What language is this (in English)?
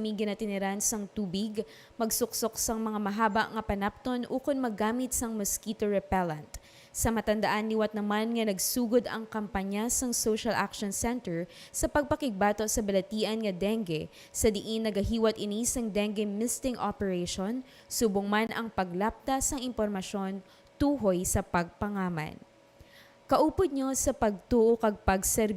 Hiligaynon